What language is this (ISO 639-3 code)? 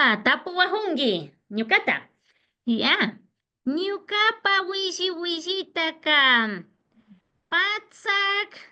qvi